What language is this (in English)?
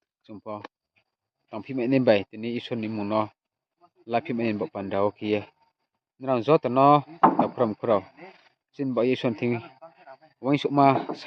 Riang (India)